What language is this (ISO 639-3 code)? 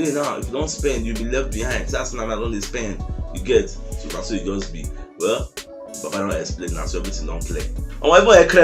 pcm